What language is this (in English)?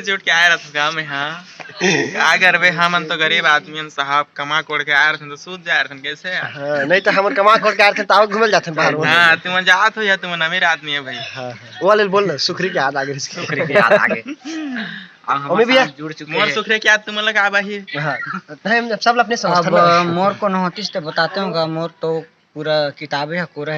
Chhattisgarhi